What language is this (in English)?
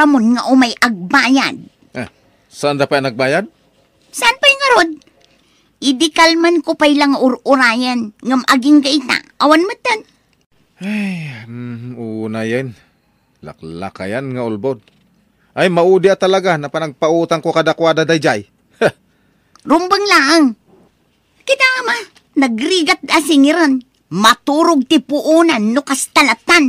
Iloko